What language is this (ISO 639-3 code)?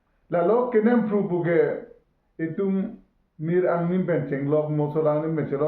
mjw